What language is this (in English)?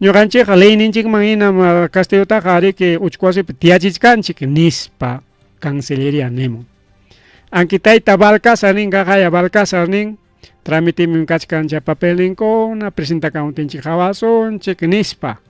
Ayacucho Quechua